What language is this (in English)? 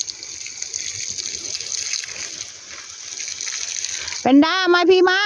Northeastern Thai